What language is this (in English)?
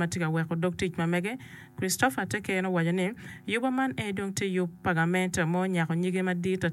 Acoli